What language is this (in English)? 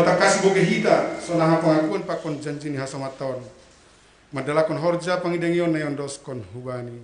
Batak Simalungun